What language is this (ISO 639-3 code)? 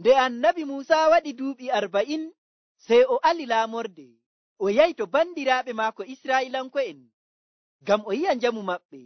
fuv